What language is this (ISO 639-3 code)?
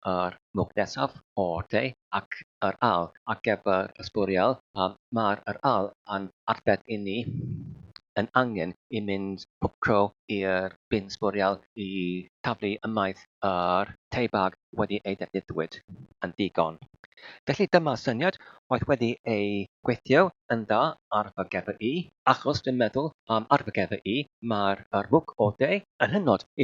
cym